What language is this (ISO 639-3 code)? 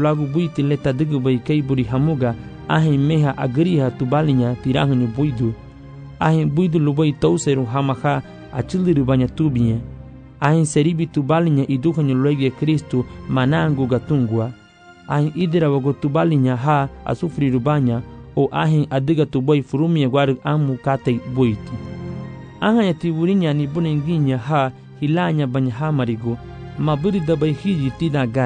cab